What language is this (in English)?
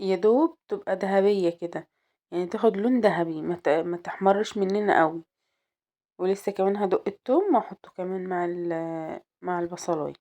Egyptian Arabic